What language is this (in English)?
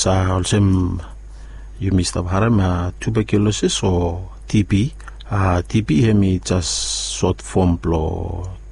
Bislama